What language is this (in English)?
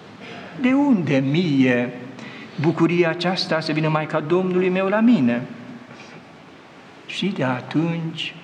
Romanian